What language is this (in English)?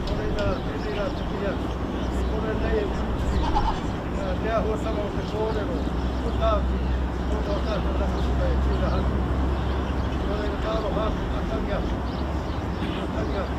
Māori